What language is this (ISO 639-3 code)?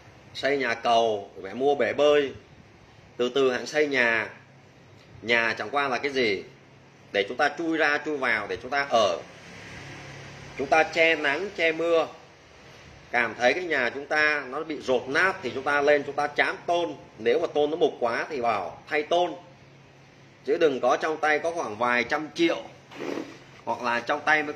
vie